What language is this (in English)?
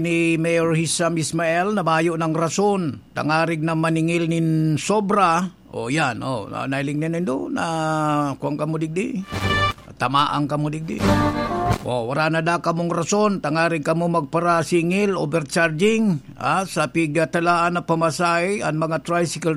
Bikol